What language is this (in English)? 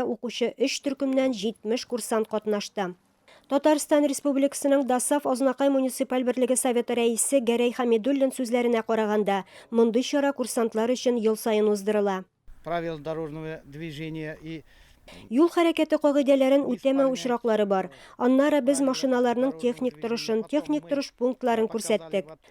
Tatar